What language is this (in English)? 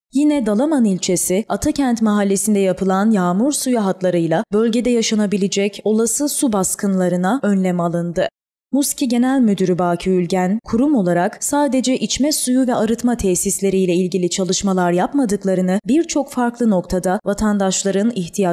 Turkish